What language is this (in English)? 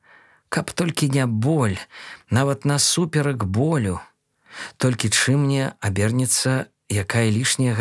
Belarusian